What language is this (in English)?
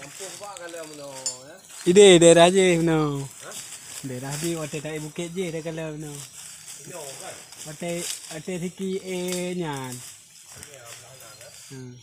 Achinese